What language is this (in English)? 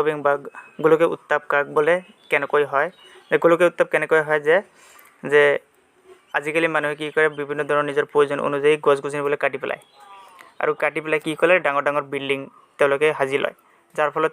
Assamese